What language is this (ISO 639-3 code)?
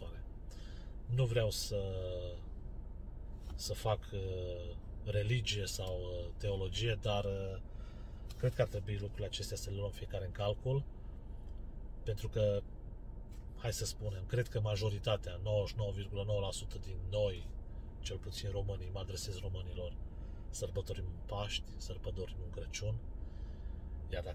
ron